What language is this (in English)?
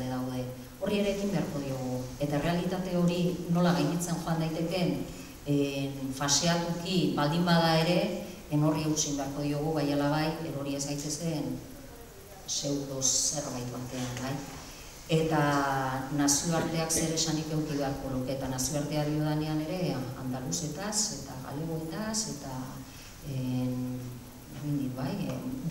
Basque